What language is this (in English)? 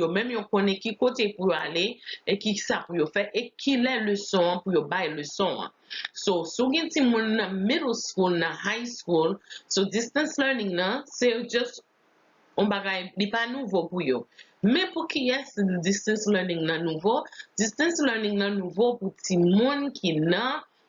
Haitian Creole